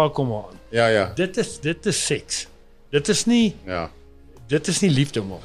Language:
Afrikaans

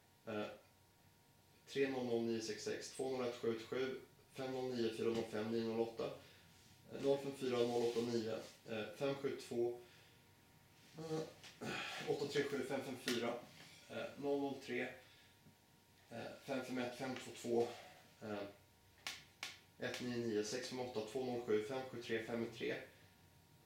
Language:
Swedish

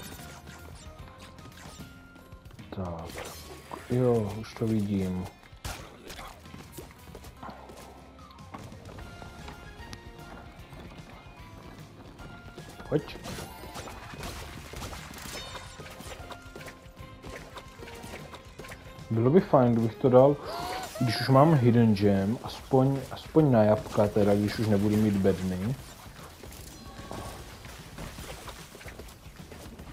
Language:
Czech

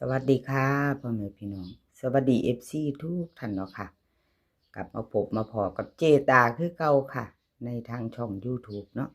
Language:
Northeastern Thai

